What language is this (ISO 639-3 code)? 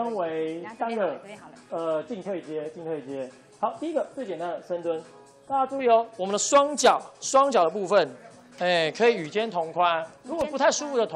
zho